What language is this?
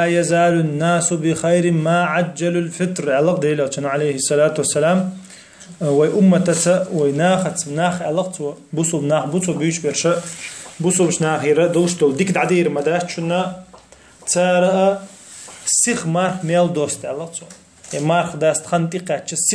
Chechen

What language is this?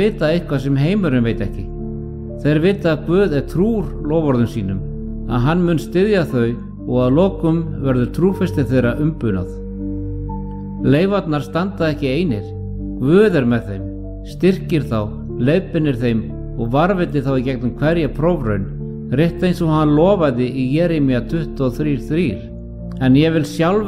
Icelandic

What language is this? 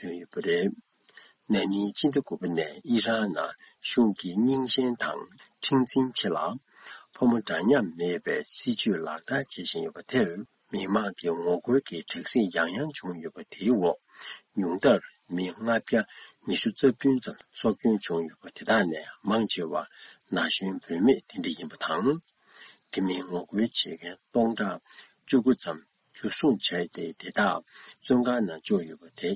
Tibetan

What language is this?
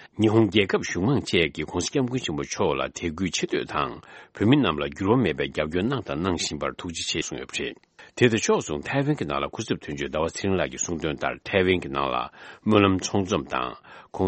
Tibetan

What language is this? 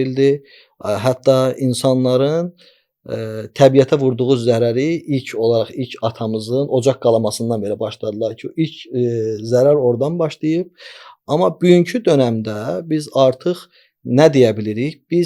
Azerbaijani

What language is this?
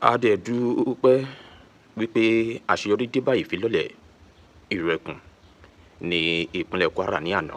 Yoruba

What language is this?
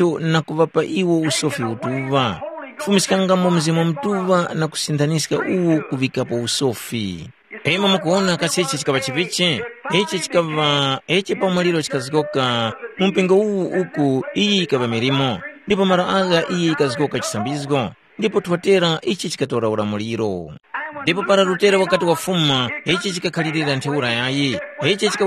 Tumbuka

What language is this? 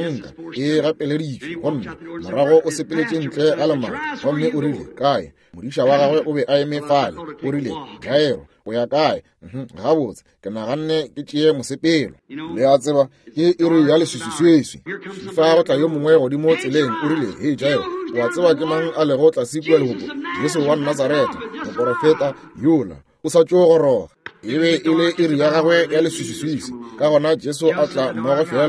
Northern Sotho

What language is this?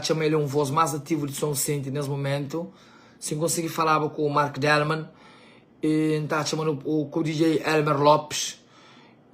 Kabuverdianu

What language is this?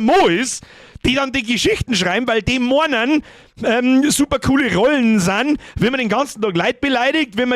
Bavarian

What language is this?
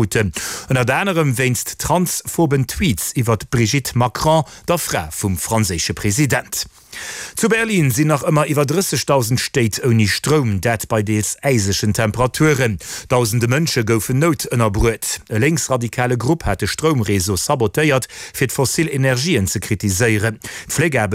Luxembourgish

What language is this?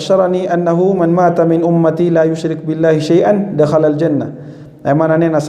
Maranao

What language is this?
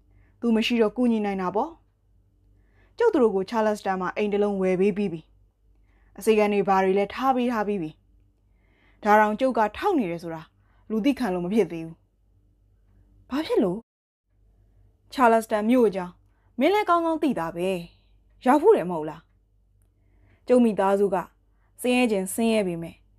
Burmese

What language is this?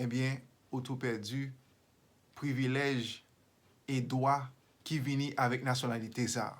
Haitian Creole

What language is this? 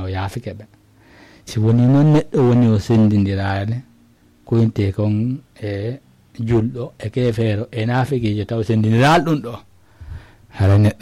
Fula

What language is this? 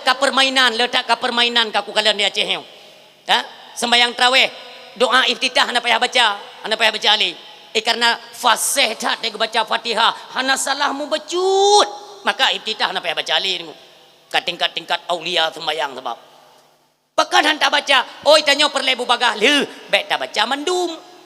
Achinese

